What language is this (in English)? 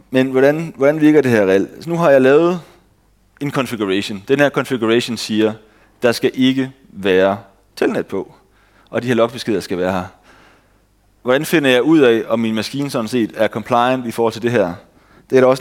Danish